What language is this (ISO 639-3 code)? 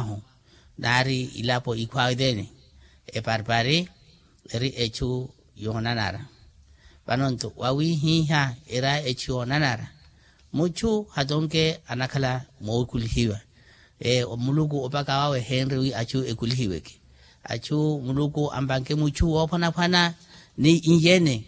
vmw